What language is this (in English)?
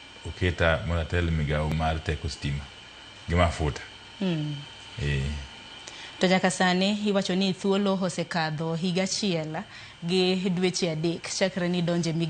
Luo (Kenya and Tanzania)